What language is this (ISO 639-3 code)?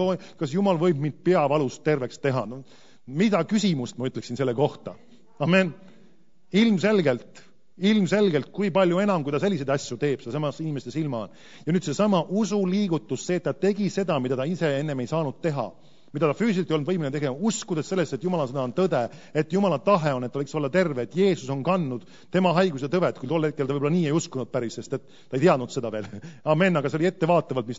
est